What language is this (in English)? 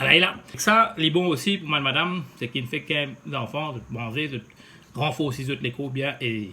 Morisyen